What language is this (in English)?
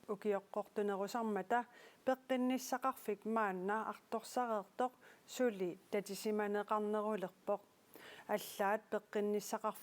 Kalaallisut